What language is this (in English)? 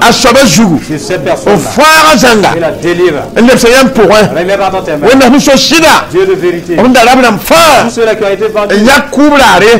Mossi